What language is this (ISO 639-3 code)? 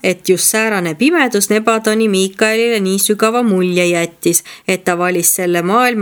est